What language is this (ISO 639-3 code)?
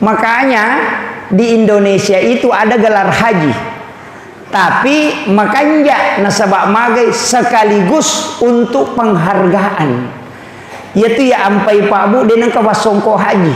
bug